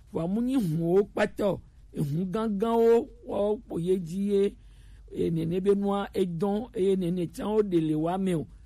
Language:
Gen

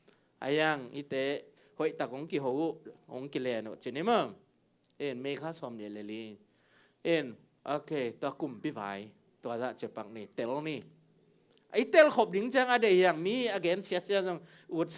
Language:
Tedim Chin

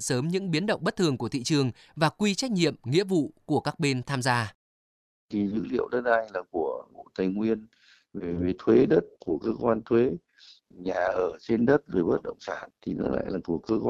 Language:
Vietnamese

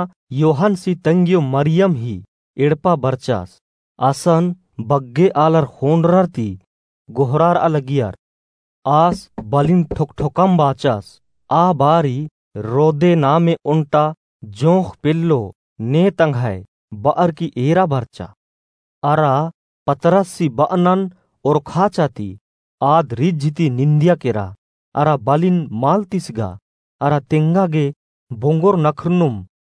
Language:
Kurukh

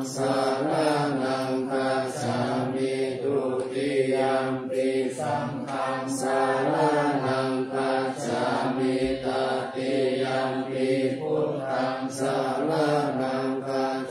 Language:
Pali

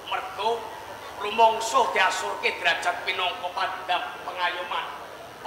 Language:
Javanese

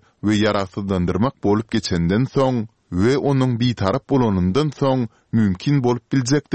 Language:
Turkmen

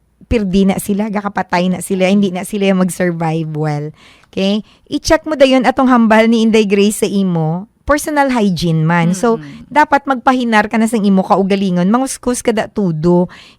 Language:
Hiligaynon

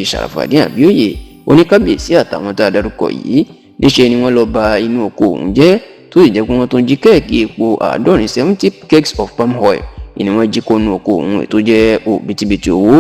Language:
Yoruba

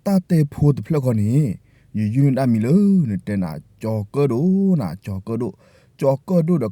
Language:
S'gaw Karen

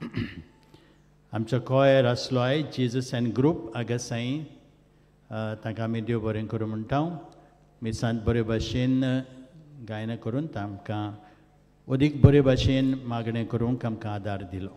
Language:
Konkani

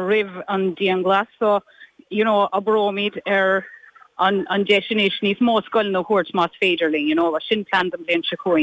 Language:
Irish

